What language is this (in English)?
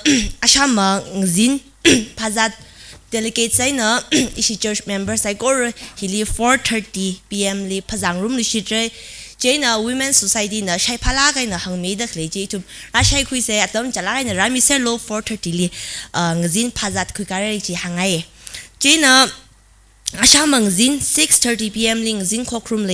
Tangkhul Naga (India)